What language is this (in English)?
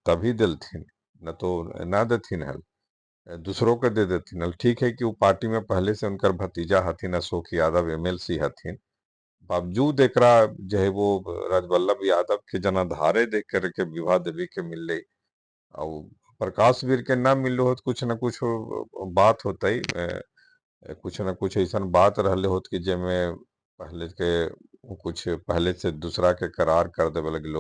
Magahi